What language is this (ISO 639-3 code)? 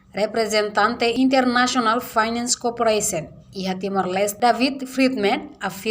tet